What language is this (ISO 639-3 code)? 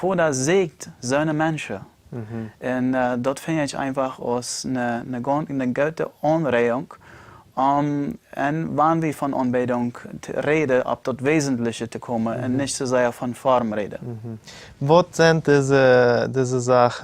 pdt